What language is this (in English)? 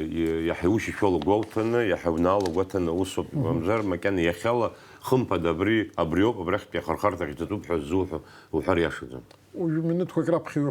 Abkhazian